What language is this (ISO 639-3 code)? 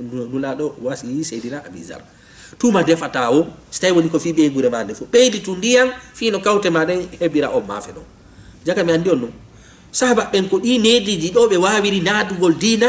ful